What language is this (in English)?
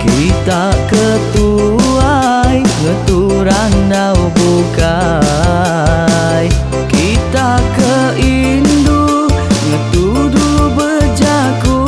Iban